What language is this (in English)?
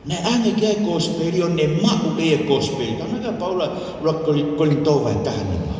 Tongan